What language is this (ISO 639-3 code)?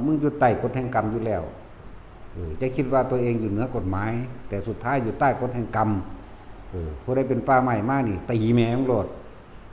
tts